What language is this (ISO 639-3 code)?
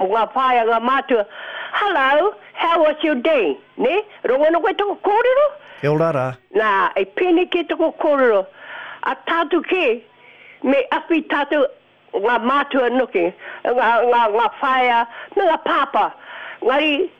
mri